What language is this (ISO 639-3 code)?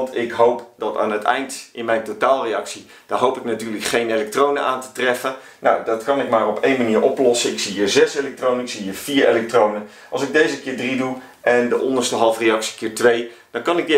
nld